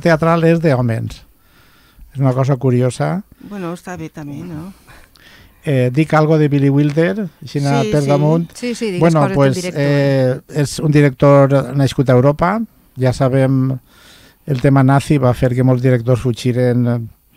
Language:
Catalan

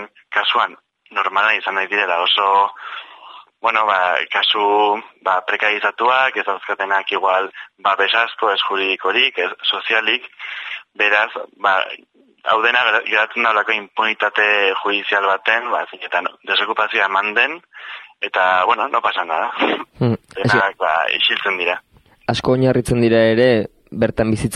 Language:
Basque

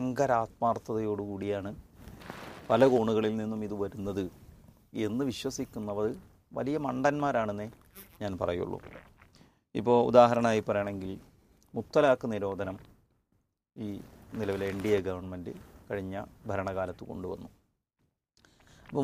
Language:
Malayalam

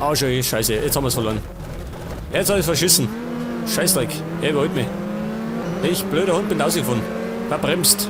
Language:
Bavarian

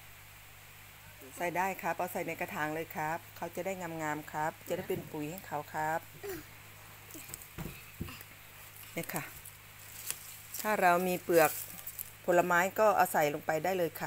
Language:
Thai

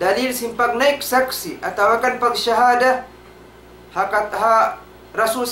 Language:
Tausug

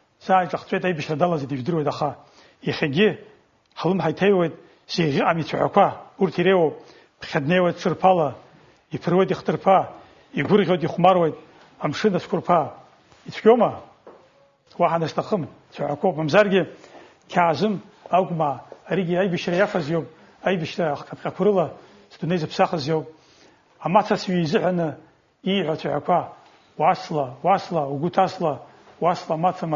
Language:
Abkhazian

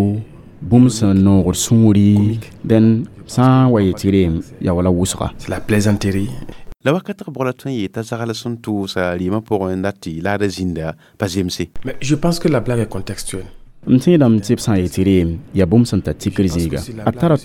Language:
Mossi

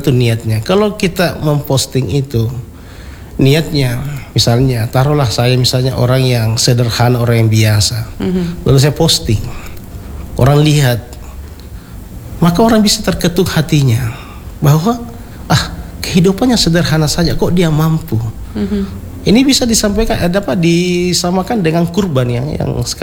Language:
Indonesian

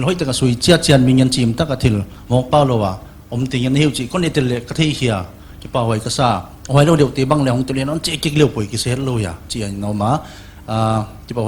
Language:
Paite Chin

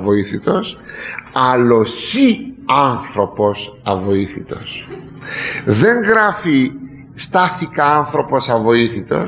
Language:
Greek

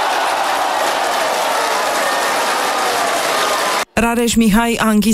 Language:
Romanian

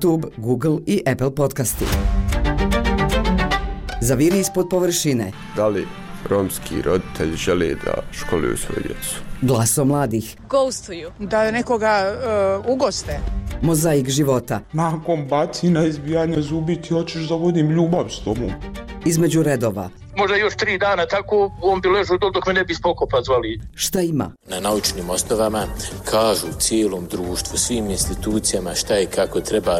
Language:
Bosnian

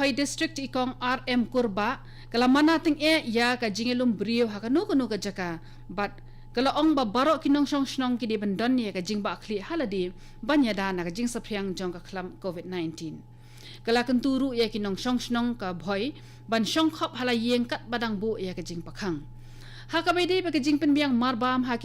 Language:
Khasi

